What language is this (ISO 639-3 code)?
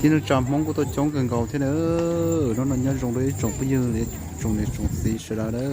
hmn